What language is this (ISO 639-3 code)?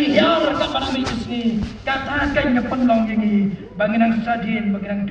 kha